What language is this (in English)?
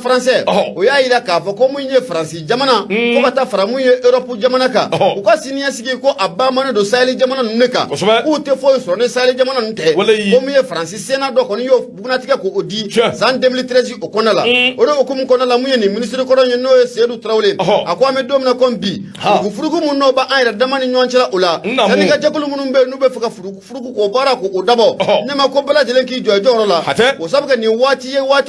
Bambara